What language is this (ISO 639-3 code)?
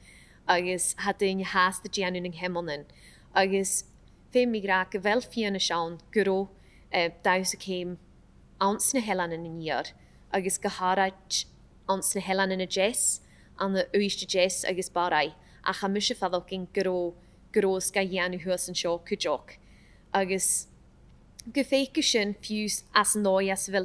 gla